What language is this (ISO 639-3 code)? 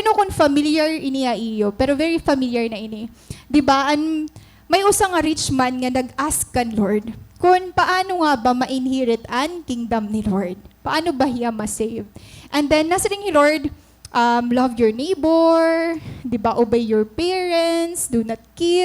war